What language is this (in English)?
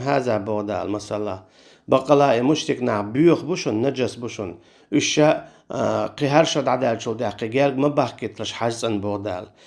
Chechen